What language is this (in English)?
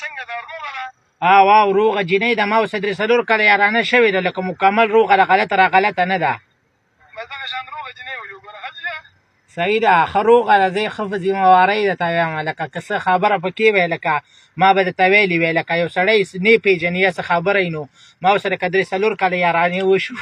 Pashto